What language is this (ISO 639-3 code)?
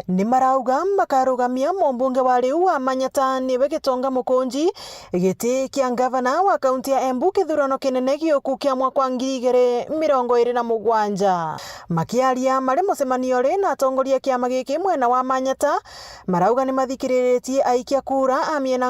mer